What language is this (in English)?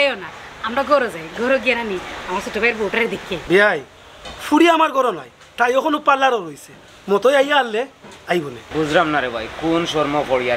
Sylheti